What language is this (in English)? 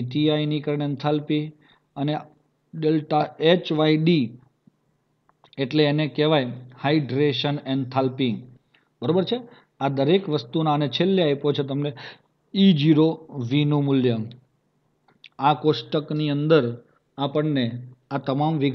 Gujarati